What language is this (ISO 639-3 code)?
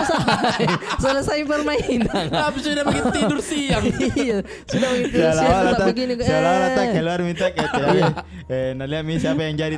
mfp